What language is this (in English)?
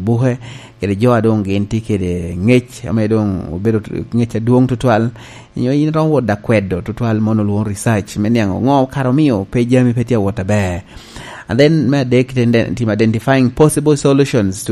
Lango (Uganda)